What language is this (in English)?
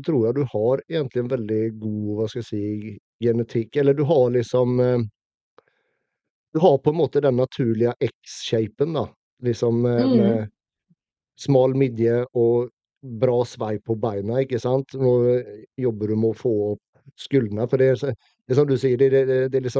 Norwegian